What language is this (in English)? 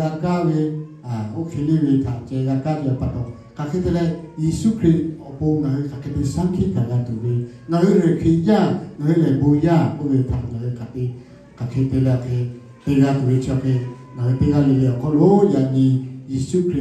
Lahu